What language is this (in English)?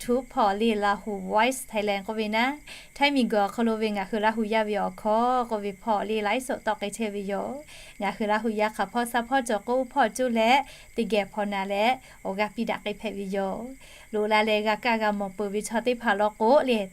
Lahu